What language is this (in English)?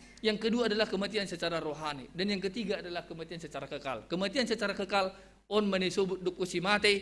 Batak Simalungun